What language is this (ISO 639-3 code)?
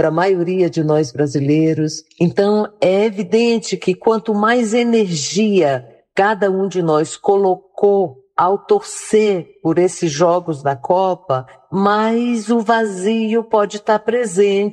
por